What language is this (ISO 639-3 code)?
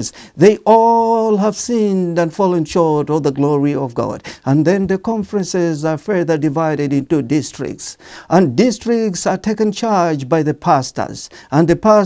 eng